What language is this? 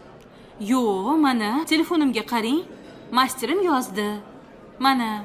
Uzbek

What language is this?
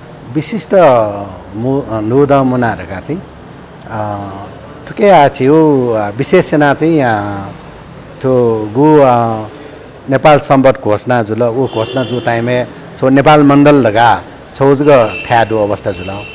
Newari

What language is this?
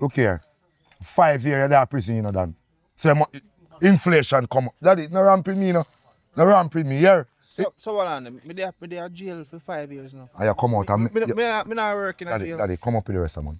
Jamaican Creole English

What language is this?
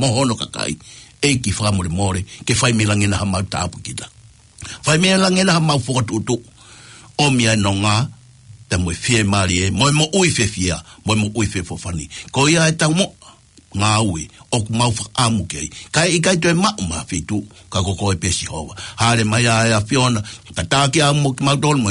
Tongan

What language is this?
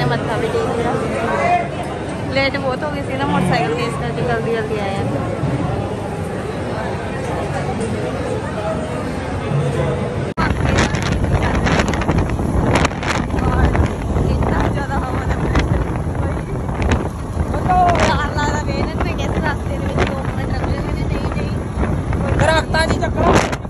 Punjabi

